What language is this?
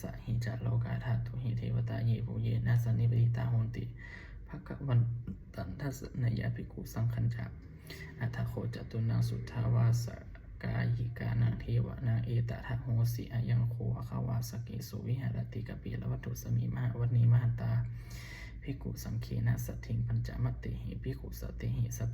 Pali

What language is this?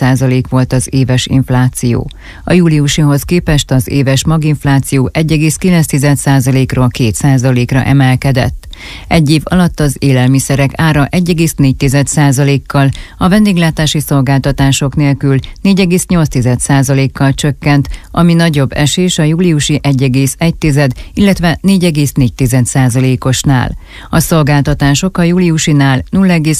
Hungarian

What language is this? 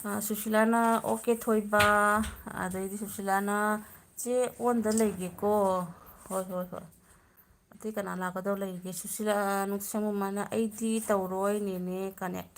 Manipuri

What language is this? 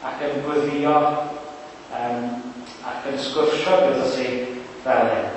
Welsh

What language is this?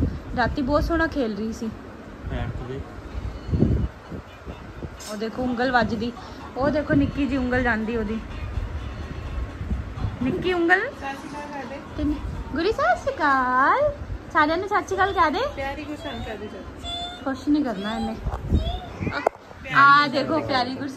Punjabi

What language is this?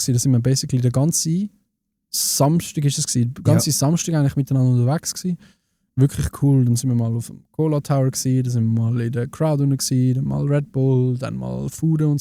Swiss German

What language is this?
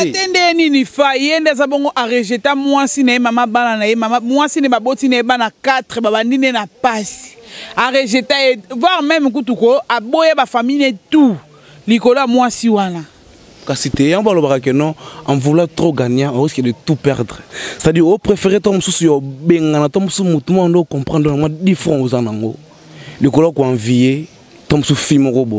Lingala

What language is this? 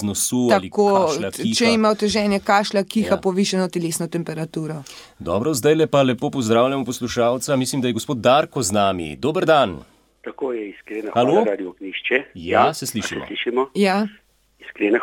Slovenian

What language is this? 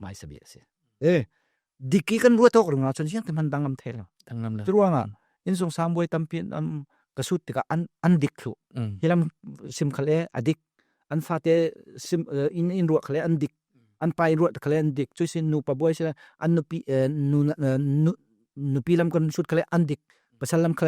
Falam Chin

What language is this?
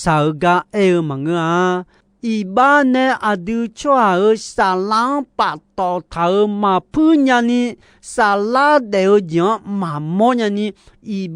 Akha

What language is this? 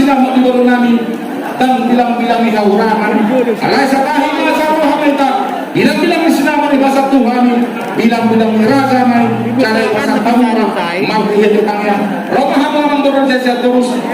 Batak Toba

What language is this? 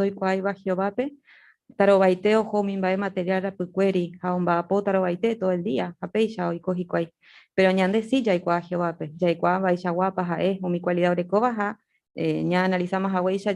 Guarani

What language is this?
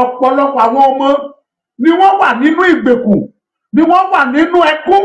Yoruba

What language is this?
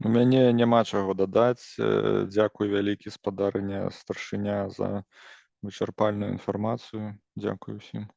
Belarusian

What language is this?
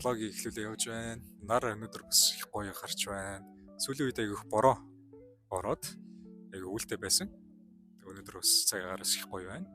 Mongolian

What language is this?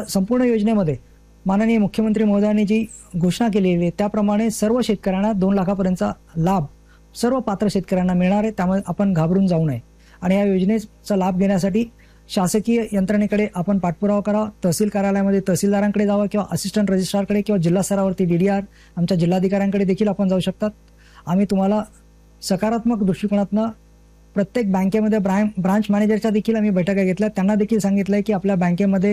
Marathi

